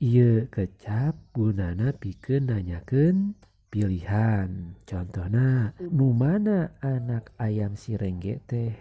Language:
Sundanese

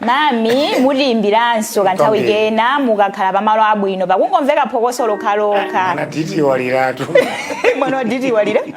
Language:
Nyanja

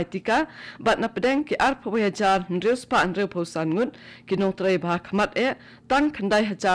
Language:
Khasi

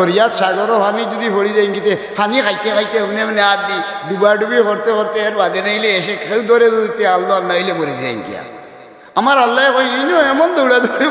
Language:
Sylheti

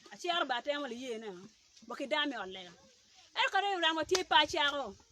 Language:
Acoli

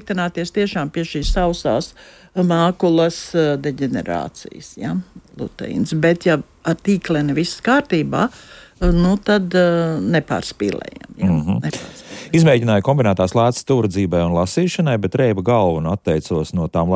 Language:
Latvian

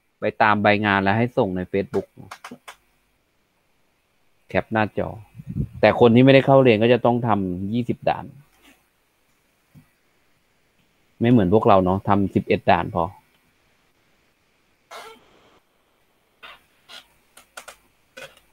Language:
Thai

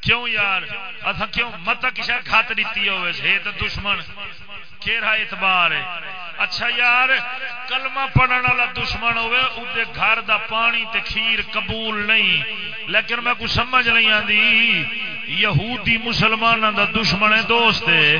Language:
Saraiki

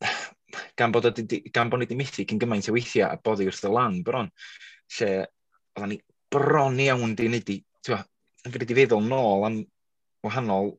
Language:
Welsh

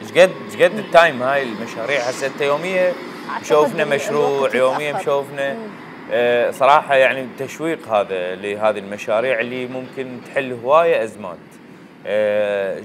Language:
Mesopotamian Arabic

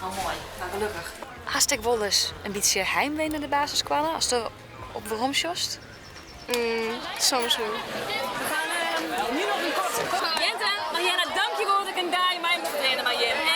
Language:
Western Frisian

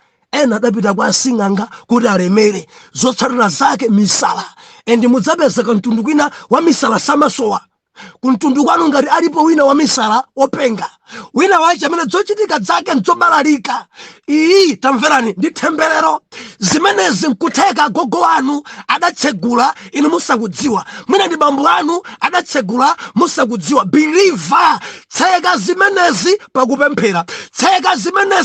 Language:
Nyanja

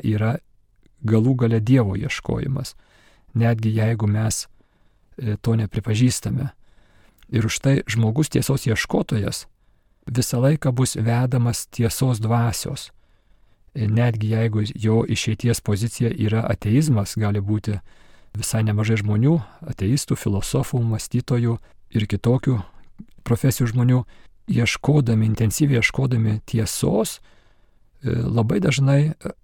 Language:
Lithuanian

